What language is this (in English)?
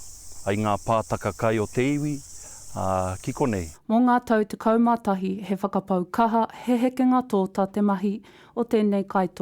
Māori